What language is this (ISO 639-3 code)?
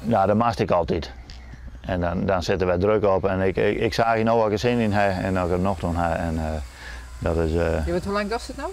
fry